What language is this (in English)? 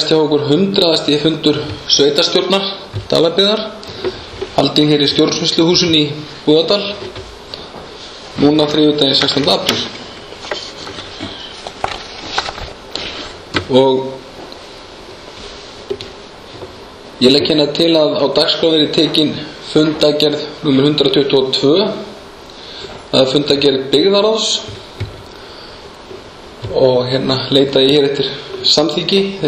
Icelandic